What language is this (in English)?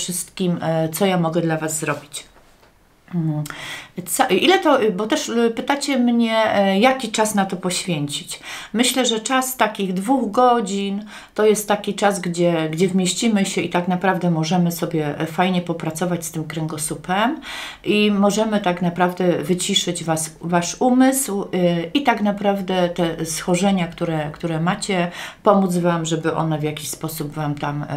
Polish